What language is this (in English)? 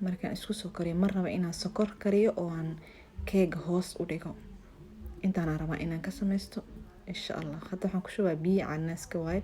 Somali